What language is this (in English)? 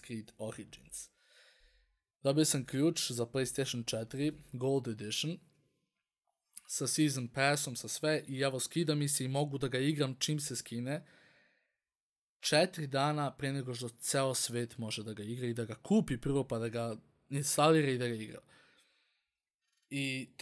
Serbian